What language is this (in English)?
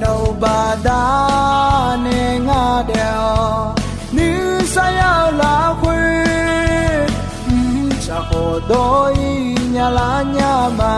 Akha